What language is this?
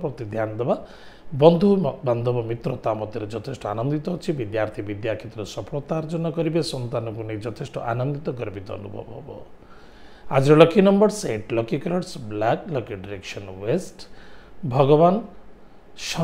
Odia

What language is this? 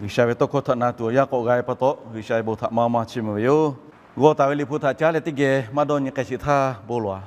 Lahu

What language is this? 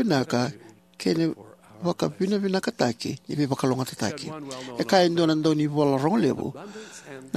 Fijian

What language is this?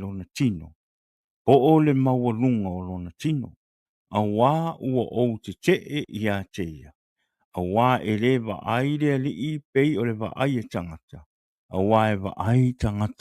Samoan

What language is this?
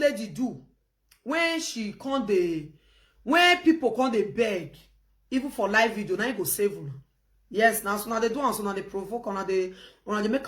Nigerian Pidgin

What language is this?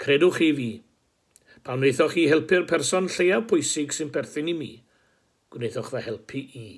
Welsh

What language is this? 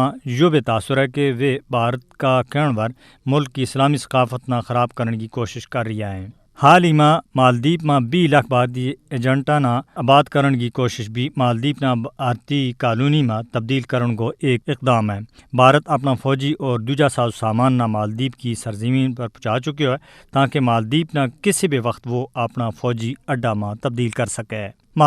Gujari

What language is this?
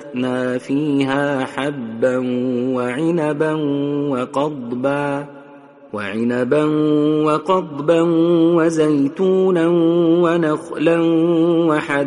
Arabic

